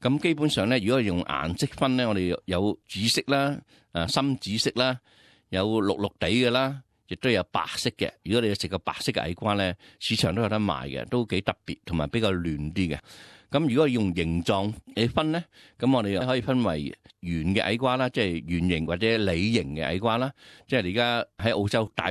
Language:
Cantonese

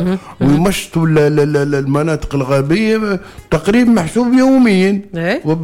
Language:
Tunisian Arabic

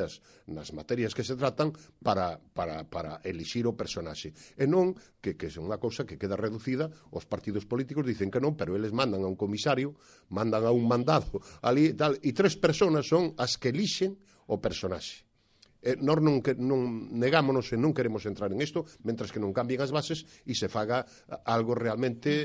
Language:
Galician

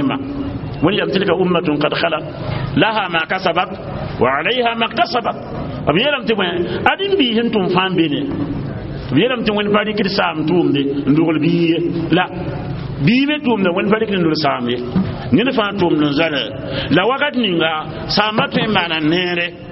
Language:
Mossi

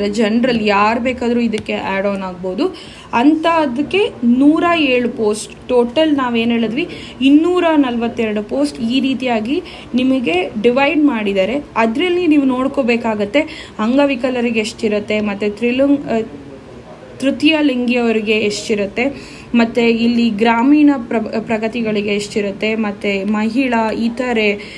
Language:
Kannada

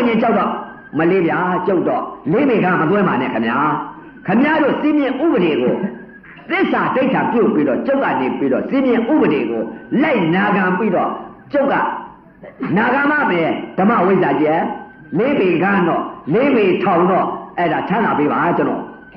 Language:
Burmese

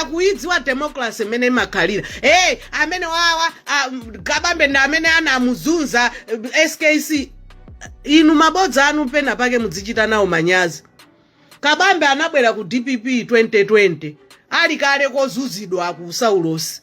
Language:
Nyanja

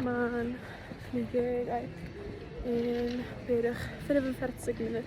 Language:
Yiddish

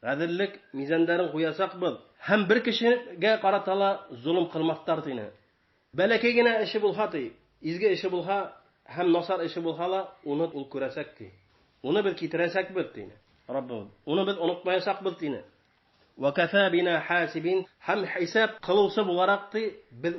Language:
Bashkir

